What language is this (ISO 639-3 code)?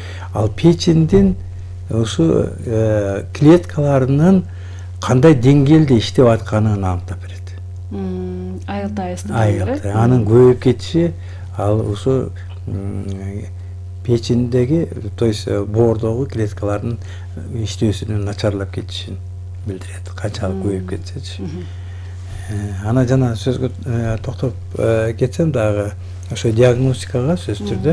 kir